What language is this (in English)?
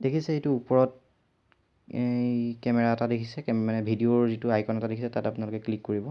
Assamese